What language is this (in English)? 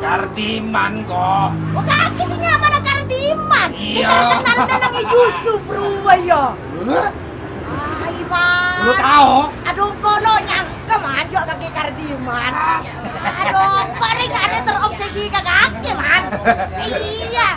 Madurese